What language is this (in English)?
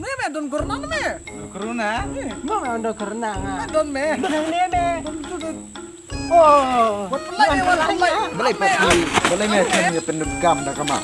Khasi